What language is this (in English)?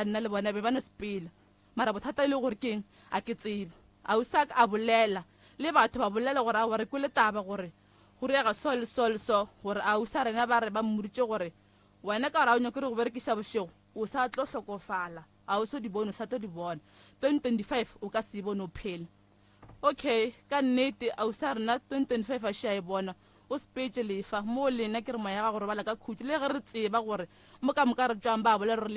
Northern Sotho